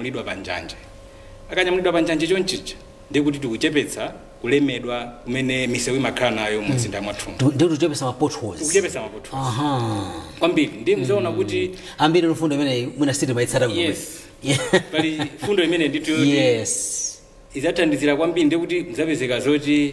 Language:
Nyanja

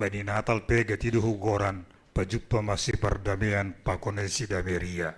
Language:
Batak Simalungun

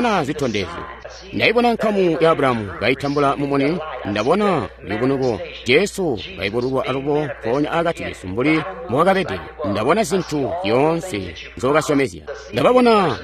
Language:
Tonga (Zambia)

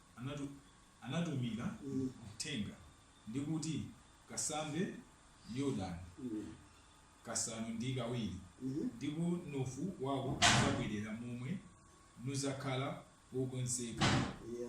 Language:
Nyanja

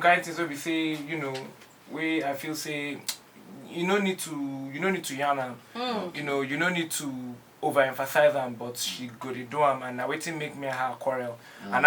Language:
Nigerian Pidgin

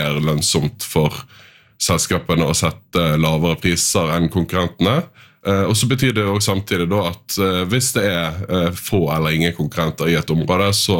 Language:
Norwegian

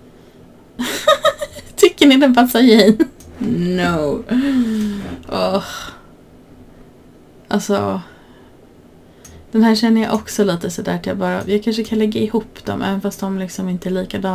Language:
Swedish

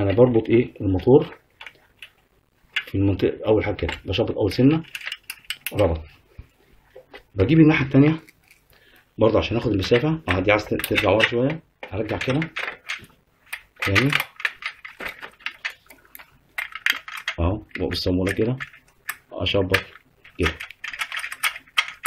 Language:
Egyptian Arabic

